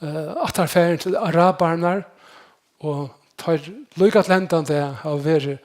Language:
Faroese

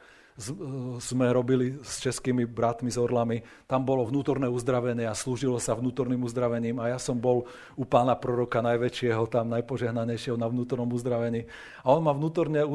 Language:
Slovak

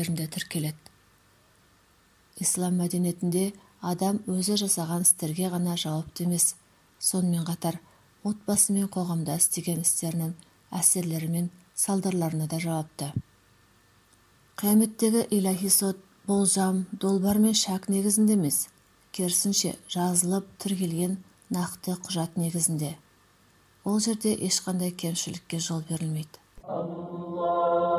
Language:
Kazakh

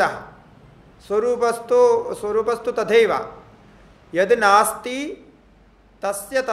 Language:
Sanskrit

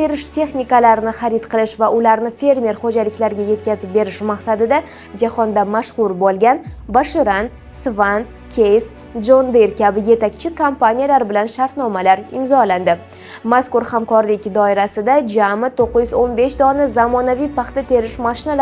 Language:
Uzbek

